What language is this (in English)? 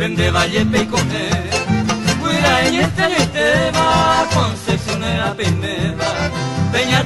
Guarani